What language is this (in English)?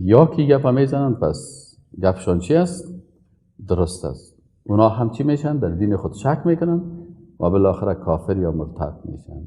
Persian